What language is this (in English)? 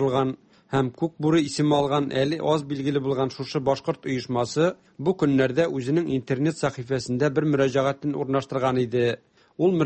Tatar